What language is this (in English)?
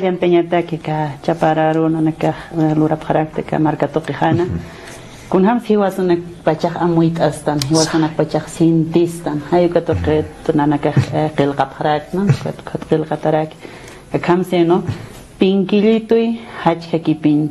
Aymara